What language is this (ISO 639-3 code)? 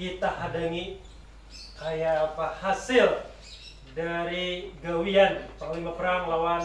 bjn